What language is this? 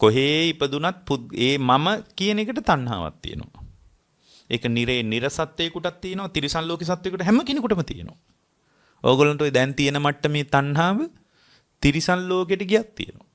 Sinhala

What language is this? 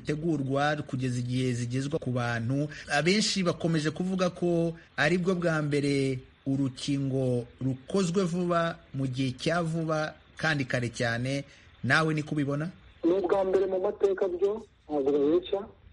Kinyarwanda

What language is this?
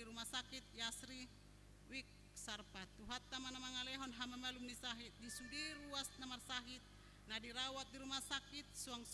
Batak Toba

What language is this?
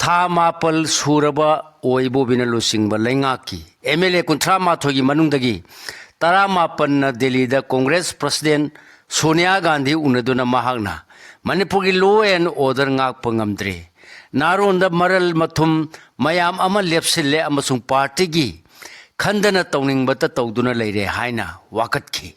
Manipuri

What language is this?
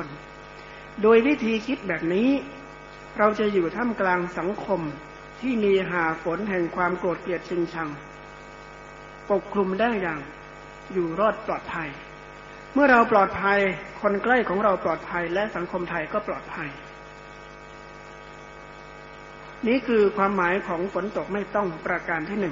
Thai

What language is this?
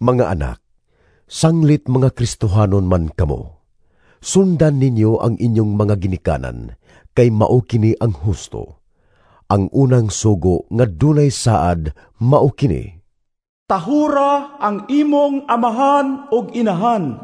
Cebuano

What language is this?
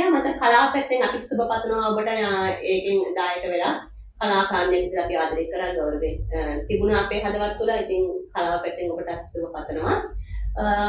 Sinhala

